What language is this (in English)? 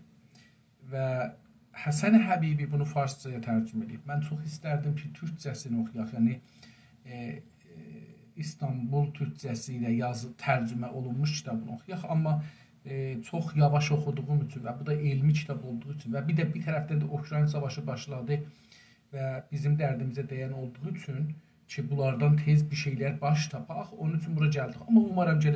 South Azerbaijani